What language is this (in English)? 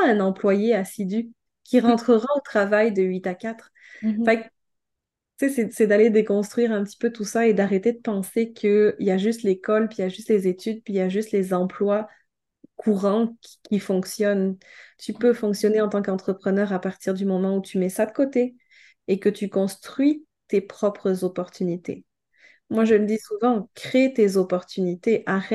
French